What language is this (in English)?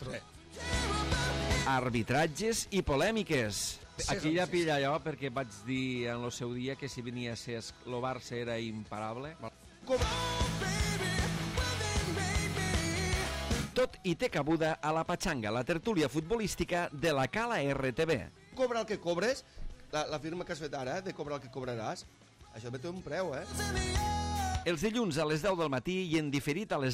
Catalan